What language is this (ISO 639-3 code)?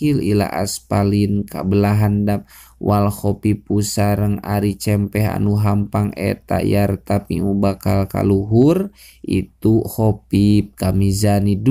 sun